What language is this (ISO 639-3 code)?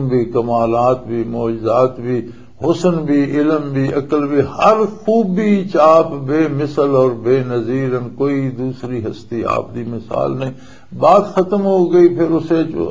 lah